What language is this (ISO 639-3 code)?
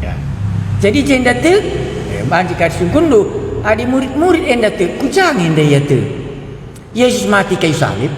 btx